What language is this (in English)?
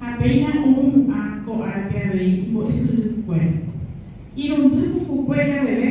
Guarani